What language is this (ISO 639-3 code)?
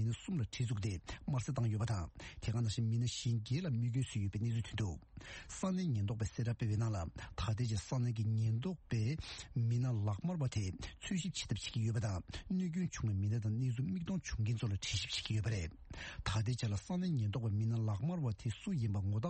bod